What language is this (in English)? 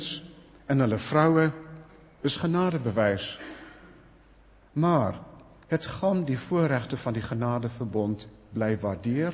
Afrikaans